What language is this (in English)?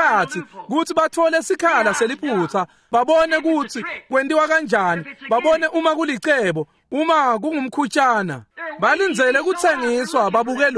Swati